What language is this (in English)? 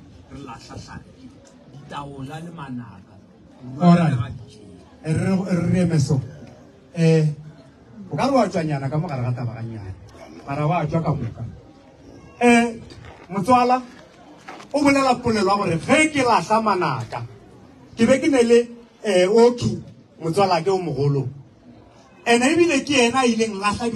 Northern Sotho